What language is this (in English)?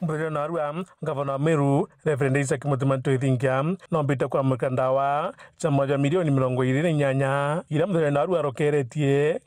Meru